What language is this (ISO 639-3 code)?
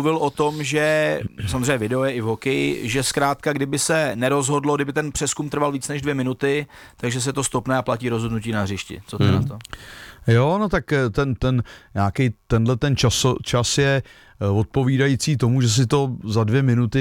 ces